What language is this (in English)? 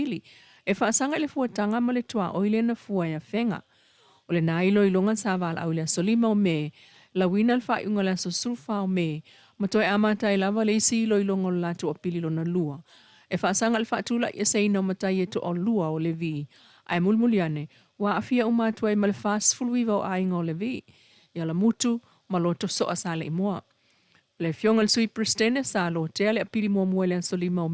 Samoan